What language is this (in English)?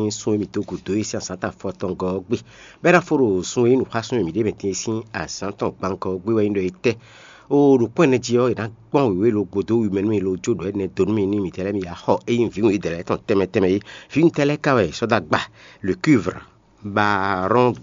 Fon